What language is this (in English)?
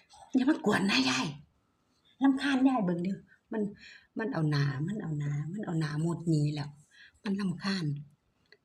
Northeastern Thai